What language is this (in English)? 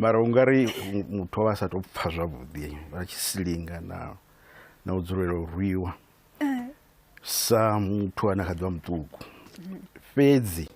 Venda